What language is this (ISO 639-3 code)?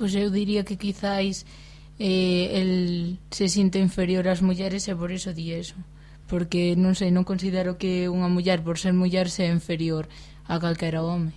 glg